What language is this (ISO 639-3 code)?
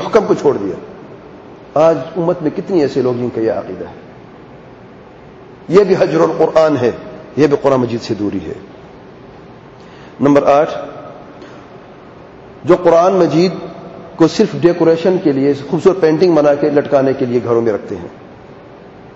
urd